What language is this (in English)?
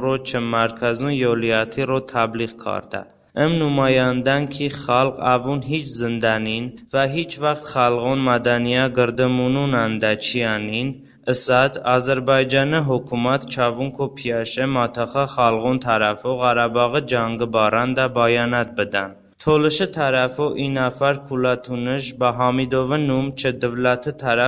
Talysh